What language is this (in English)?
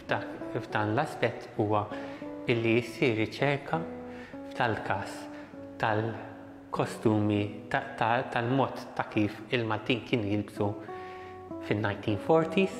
Maltese